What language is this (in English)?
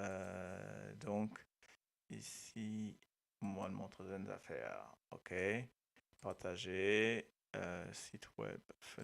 Morisyen